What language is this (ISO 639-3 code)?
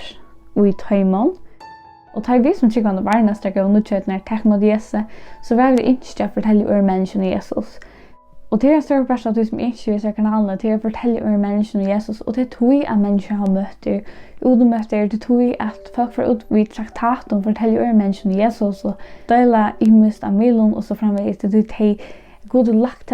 fao